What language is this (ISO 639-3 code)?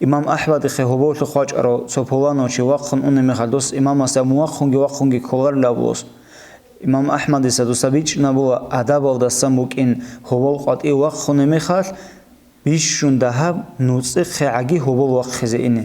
ava